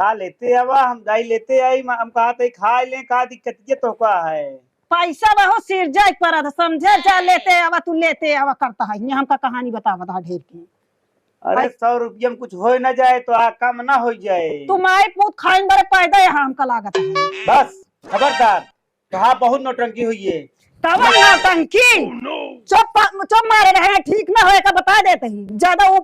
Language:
Awadhi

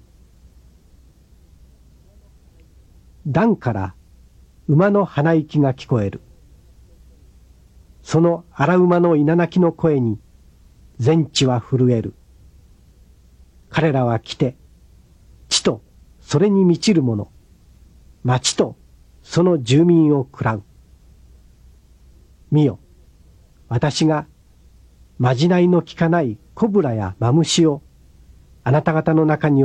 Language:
Japanese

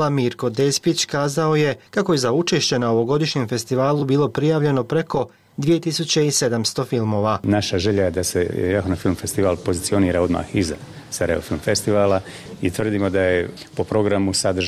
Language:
Bosnian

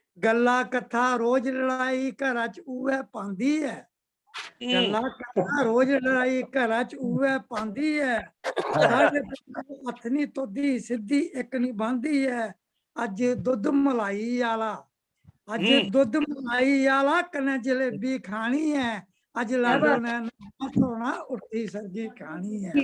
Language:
Dogri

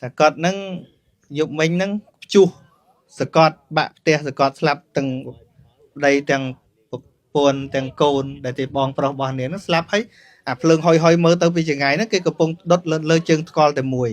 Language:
Khmer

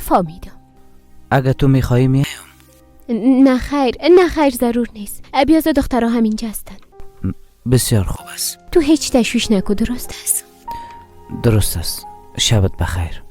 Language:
Persian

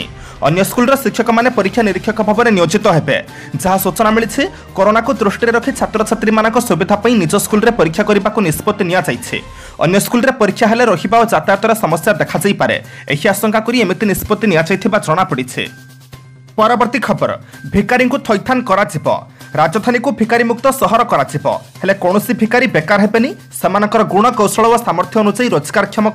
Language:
Odia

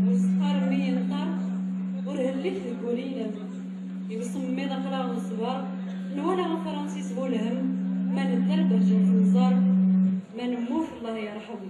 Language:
Kabyle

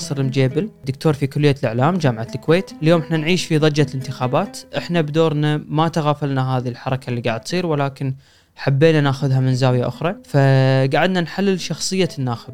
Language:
Gulf Arabic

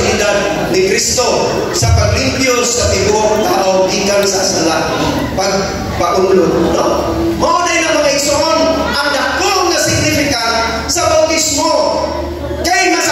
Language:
Cebuano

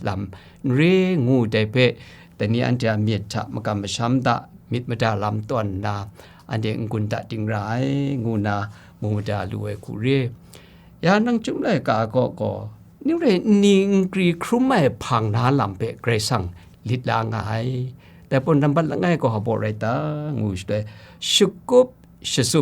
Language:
Kachin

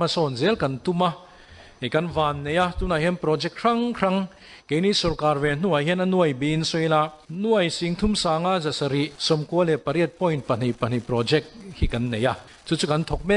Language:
Mizo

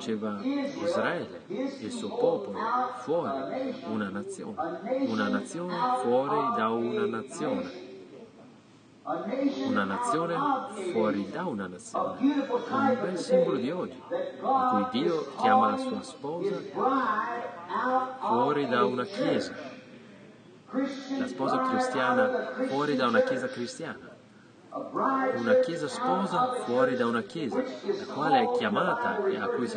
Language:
Italian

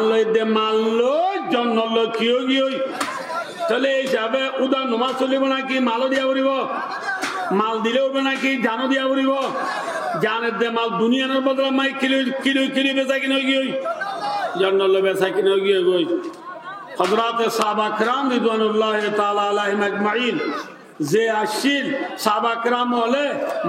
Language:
Rohingya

